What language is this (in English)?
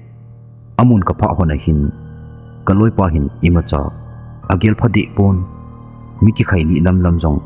Thado Chin